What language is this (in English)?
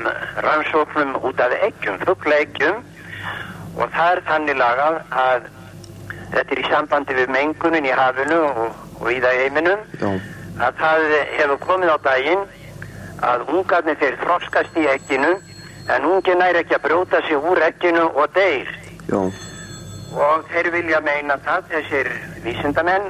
Icelandic